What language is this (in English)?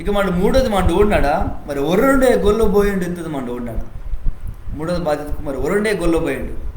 Koya